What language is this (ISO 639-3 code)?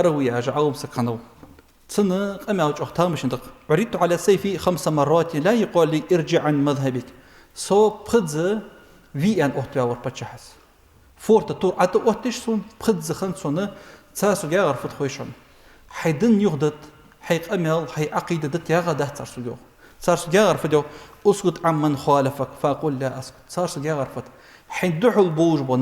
inh